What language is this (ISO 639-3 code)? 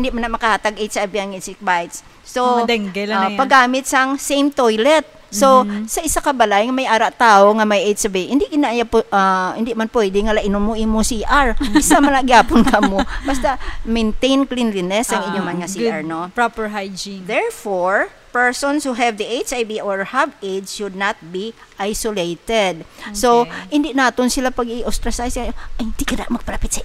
hil